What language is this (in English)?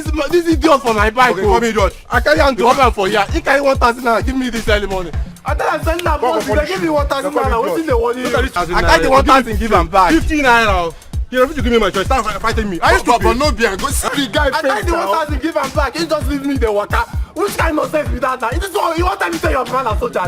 Nigerian Pidgin